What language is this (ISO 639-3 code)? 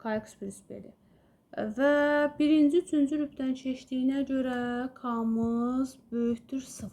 aze